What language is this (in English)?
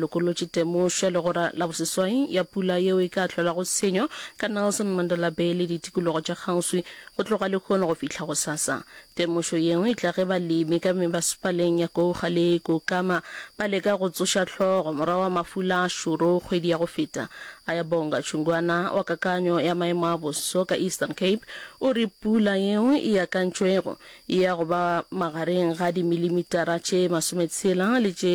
Northern Sotho